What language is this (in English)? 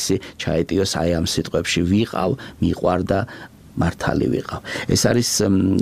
Georgian